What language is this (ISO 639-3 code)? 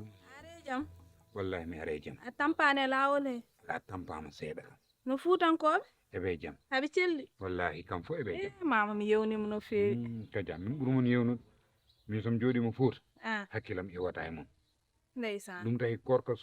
ful